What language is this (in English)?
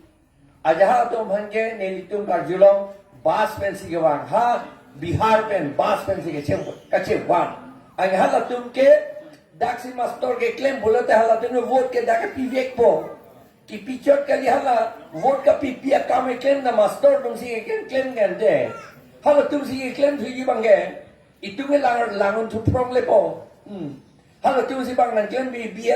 Karbi